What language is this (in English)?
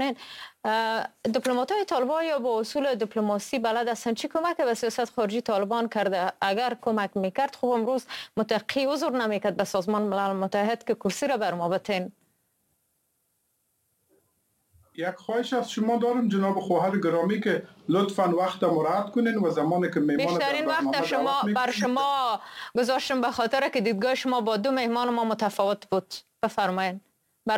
Persian